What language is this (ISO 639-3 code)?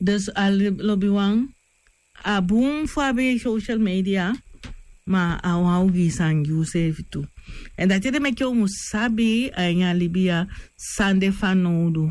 srn